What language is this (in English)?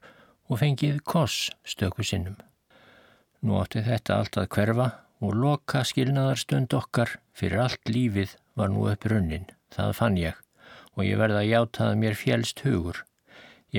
Icelandic